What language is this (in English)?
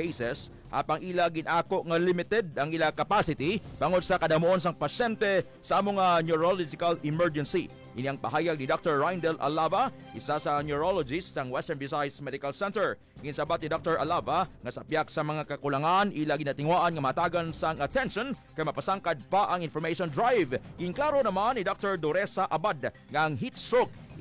Hiligaynon